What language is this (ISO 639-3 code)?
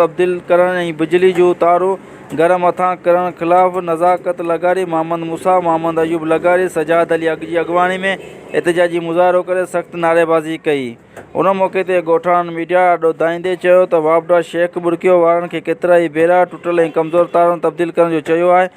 snd